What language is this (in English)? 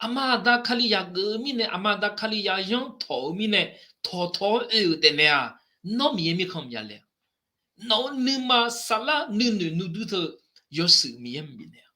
Akha